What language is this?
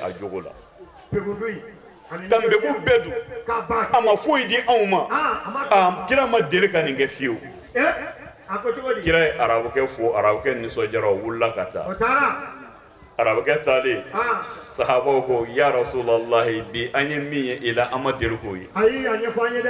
Bambara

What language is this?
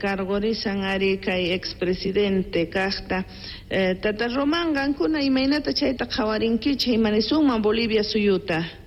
South Bolivian Quechua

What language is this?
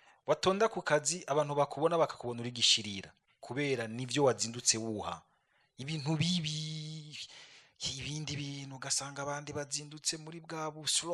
Rundi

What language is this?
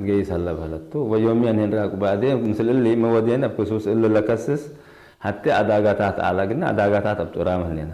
Tigre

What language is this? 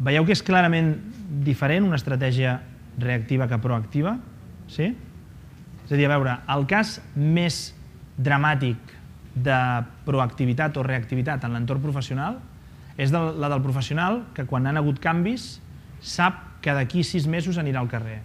Catalan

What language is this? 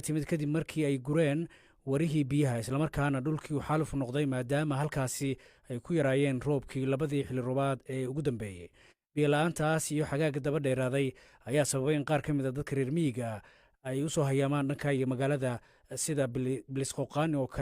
Somali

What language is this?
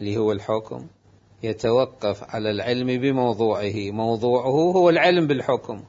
Mesopotamian Arabic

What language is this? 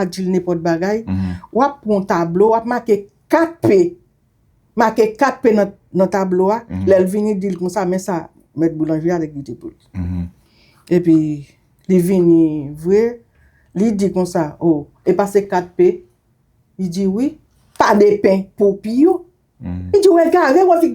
Haitian Creole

